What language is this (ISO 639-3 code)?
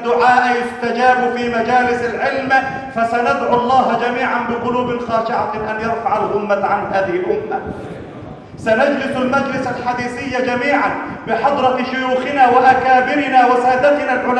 ara